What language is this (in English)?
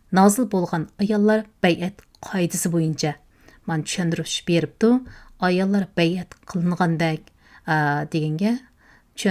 Uyghur